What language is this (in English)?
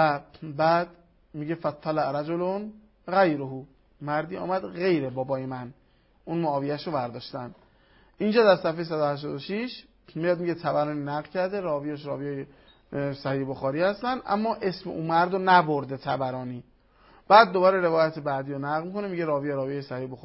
Persian